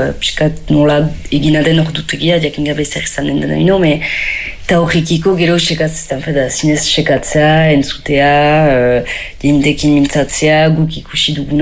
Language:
Basque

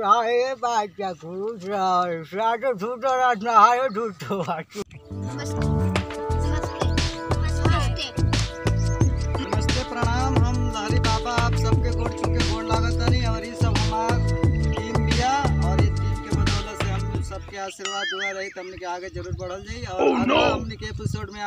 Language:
Bhojpuri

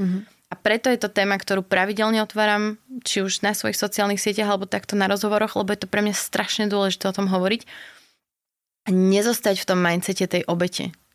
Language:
Slovak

